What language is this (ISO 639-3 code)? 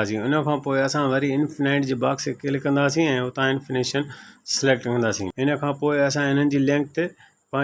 snd